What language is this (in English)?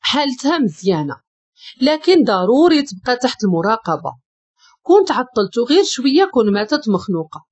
Moroccan Arabic